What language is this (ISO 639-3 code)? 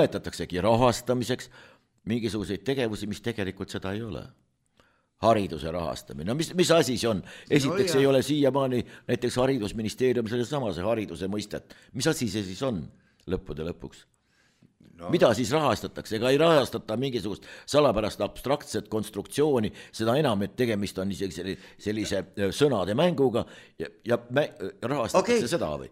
est